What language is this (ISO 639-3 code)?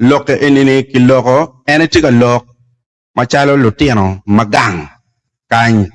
ach